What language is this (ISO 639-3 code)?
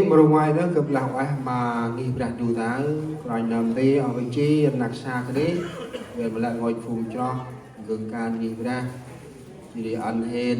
cmo